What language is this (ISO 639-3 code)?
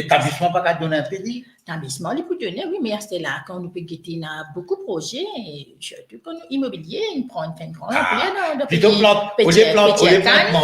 mfe